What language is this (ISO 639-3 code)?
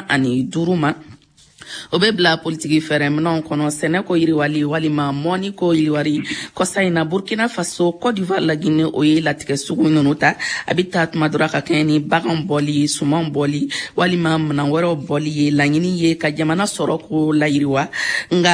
bam